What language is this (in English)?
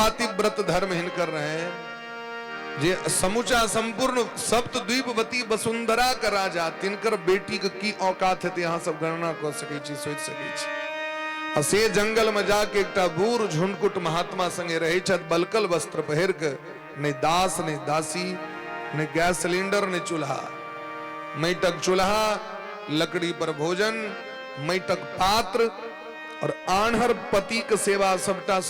Maithili